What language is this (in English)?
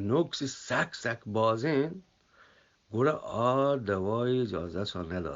Eastern Balochi